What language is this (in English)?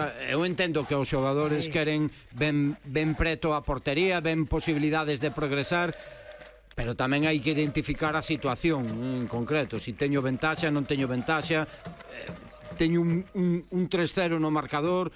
Galician